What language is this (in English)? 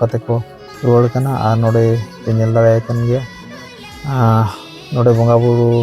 Santali